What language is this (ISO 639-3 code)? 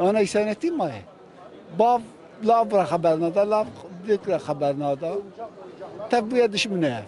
kur